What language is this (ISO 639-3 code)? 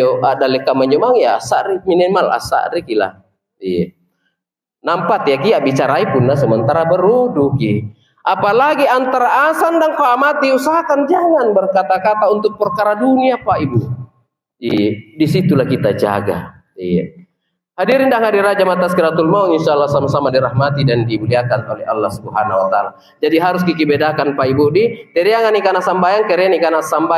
mak